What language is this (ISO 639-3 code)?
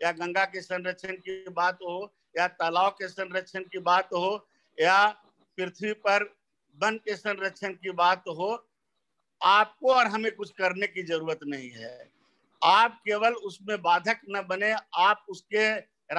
hin